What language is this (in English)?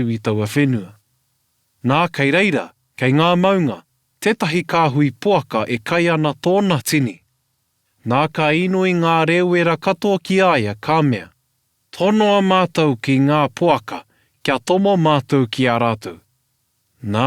Māori